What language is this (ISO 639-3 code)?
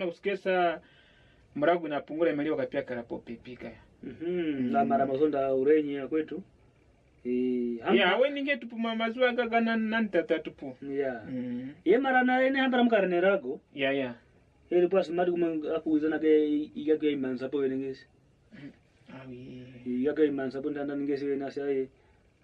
kwn